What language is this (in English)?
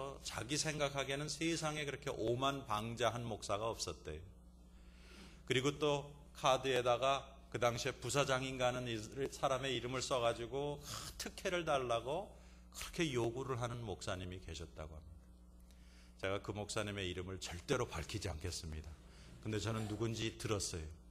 Korean